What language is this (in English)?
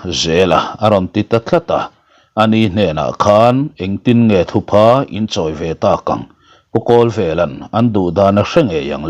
Mizo